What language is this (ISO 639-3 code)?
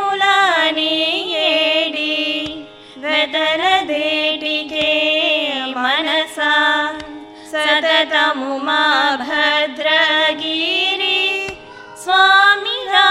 tel